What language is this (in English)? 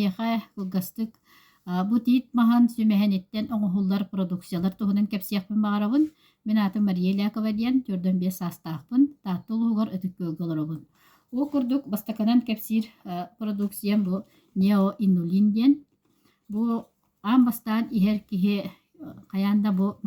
Yakut